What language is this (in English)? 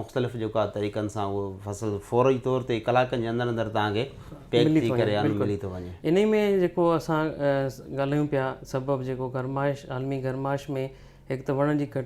Sindhi